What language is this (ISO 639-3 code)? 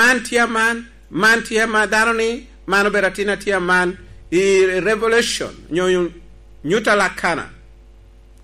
laj